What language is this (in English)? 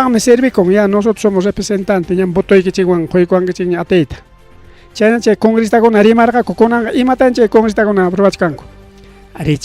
Ayacucho Quechua